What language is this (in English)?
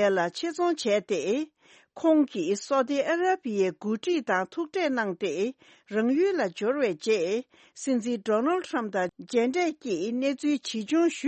Tibetan